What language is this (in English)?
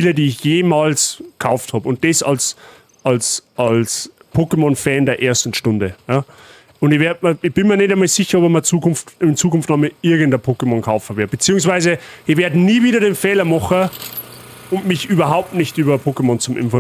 Bavarian